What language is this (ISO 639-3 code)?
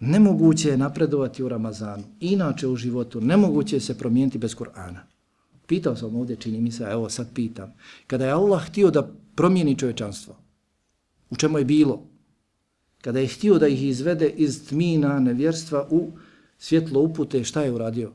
bos